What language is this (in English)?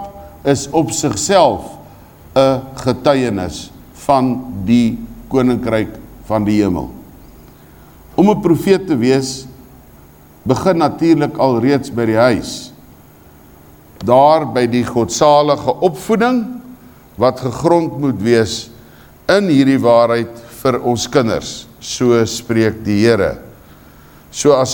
Afrikaans